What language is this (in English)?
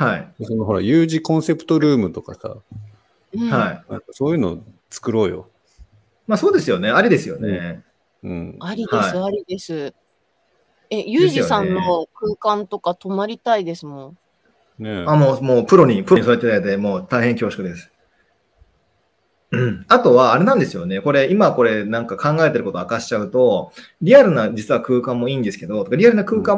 Japanese